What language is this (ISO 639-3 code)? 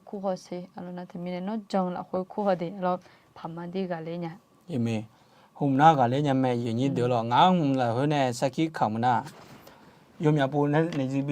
ahk